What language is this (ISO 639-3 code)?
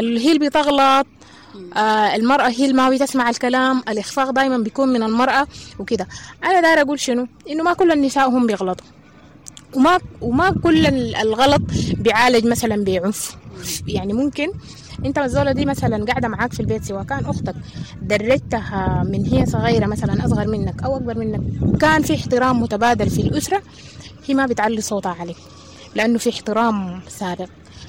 apd